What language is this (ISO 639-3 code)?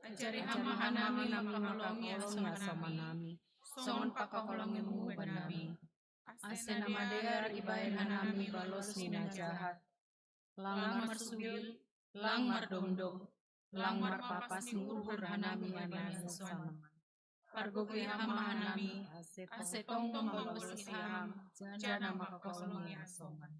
bts